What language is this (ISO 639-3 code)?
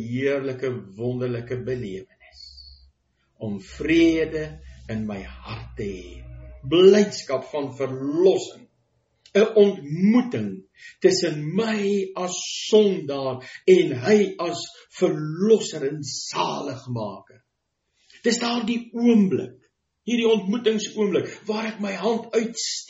afr